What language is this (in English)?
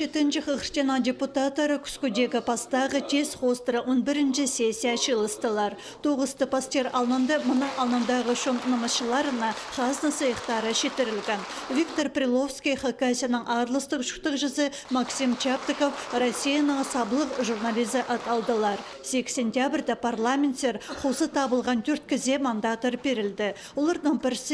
Khakas